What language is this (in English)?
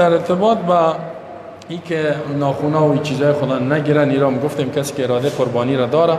Persian